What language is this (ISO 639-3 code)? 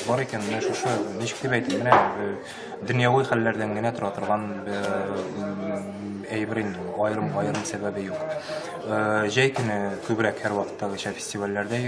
tat